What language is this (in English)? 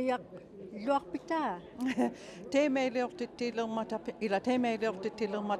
Inuktitut